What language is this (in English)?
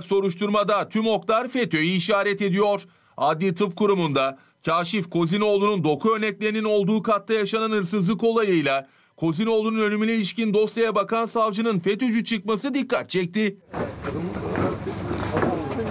Turkish